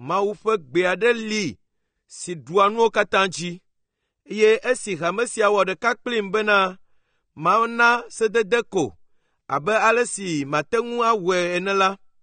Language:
Ewe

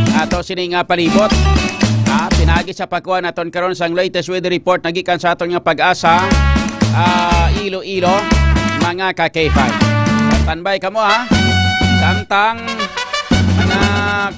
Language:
Hiligaynon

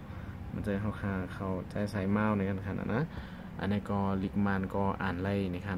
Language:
Shan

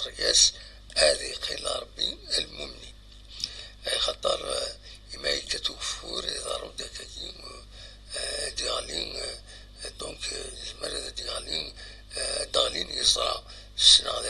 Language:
Kabyle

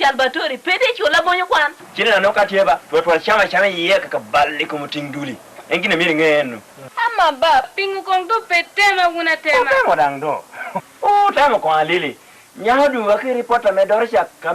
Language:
Lango (Uganda)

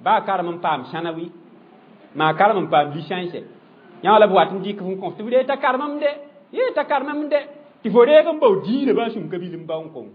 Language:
Mossi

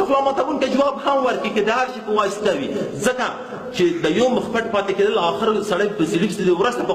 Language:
Pashto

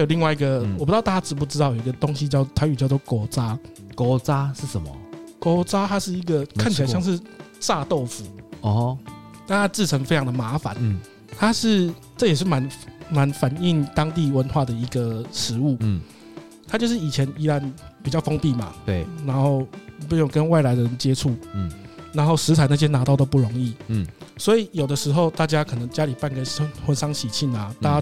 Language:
Chinese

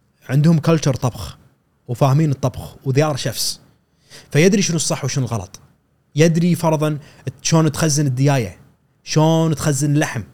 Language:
Gulf Arabic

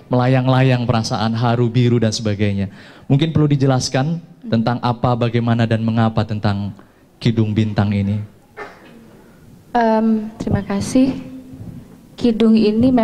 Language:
Indonesian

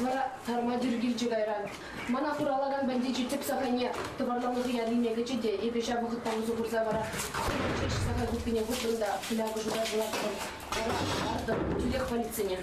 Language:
Chuvash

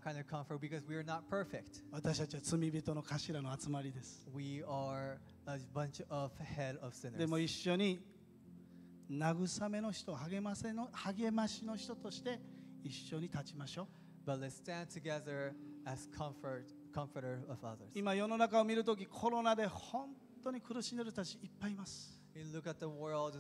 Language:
Japanese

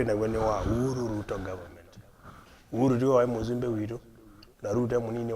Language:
Kamba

